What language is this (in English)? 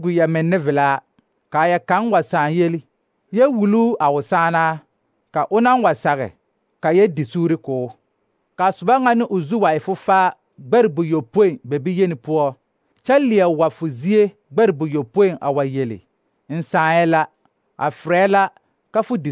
Southern Dagaare